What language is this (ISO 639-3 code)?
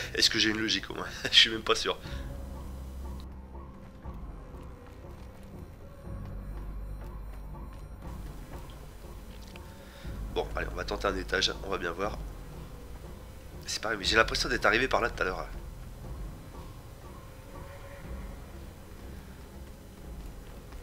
fra